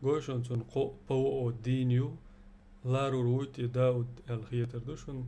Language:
Chechen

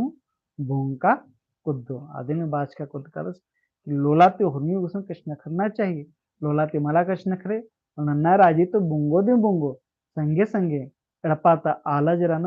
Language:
Kurukh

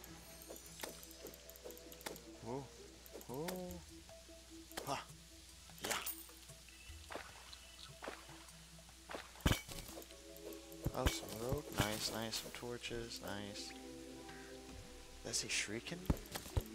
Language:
English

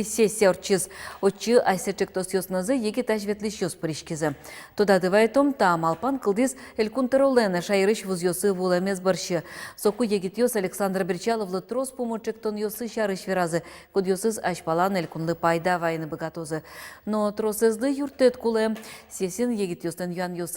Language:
Udmurt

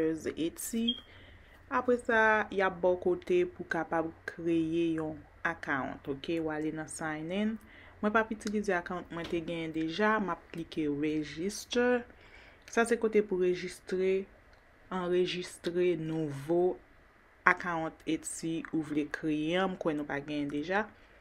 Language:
Haitian Creole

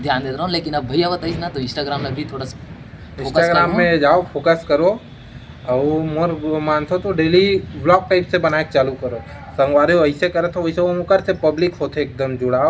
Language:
Chhattisgarhi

